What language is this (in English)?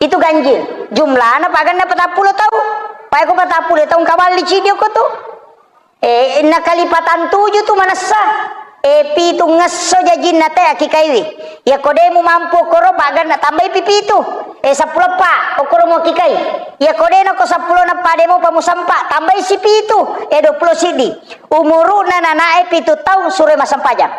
Buginese